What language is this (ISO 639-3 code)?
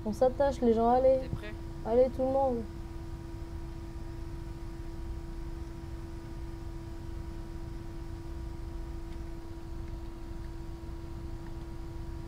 fra